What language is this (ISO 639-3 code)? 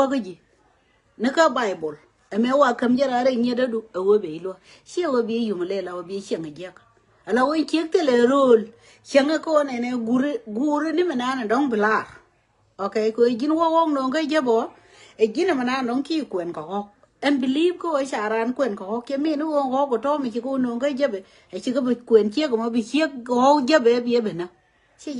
nus